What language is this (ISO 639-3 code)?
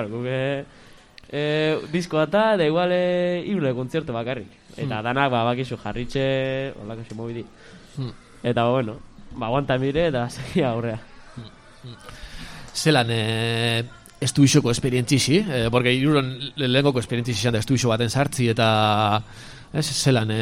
eus